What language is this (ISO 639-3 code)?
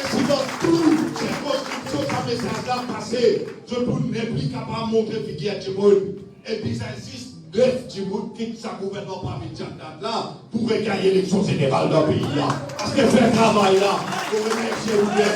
mfe